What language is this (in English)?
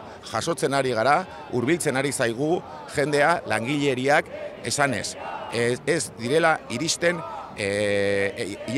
Basque